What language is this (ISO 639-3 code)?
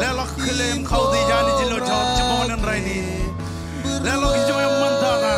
mah